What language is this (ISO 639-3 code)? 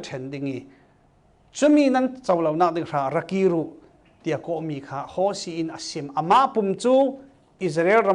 cfm